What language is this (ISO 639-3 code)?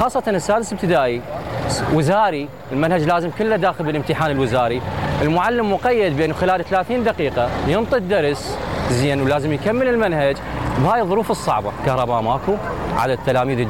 acm